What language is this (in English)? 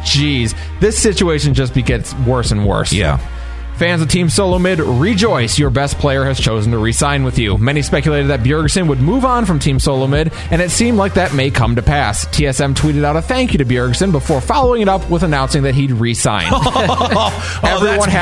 English